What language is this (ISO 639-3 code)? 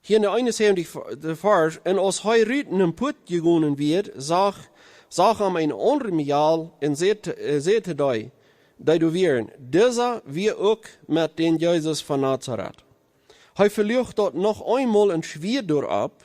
pdt